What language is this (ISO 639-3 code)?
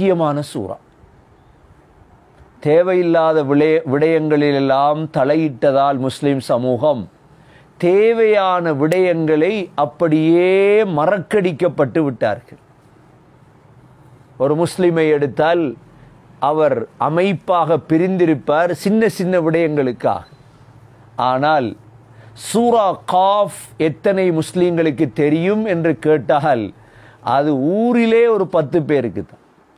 tam